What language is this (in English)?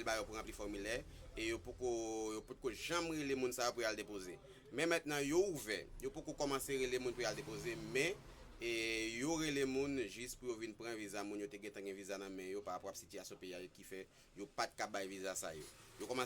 Haitian Creole